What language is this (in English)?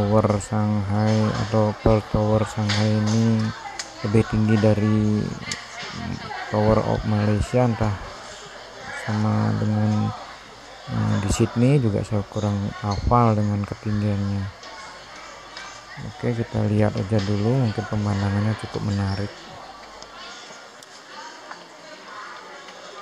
Indonesian